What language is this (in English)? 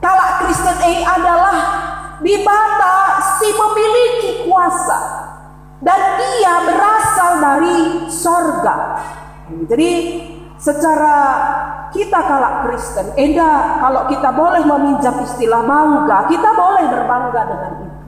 Batak Karo